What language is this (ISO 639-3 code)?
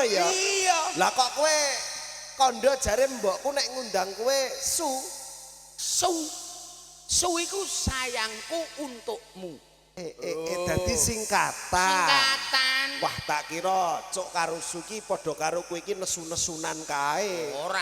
jav